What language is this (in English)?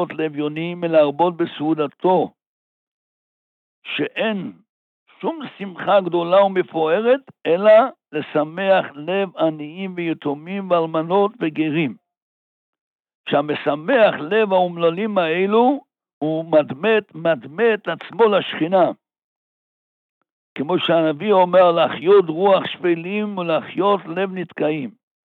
Hebrew